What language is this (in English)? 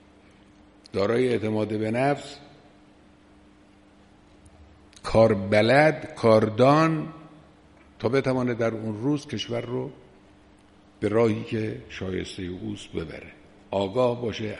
Persian